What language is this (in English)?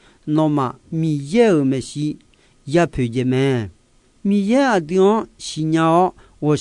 Akha